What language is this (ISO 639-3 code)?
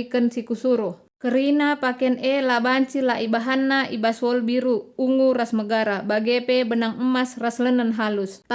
btx